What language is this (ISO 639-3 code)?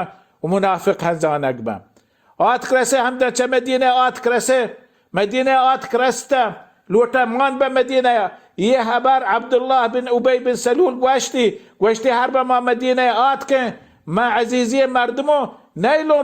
bal